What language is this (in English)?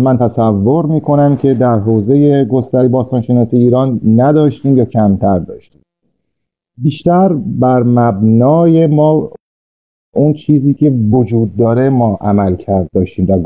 Persian